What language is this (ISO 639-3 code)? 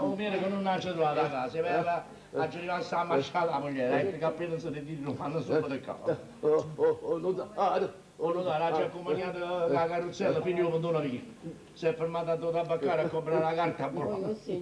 nap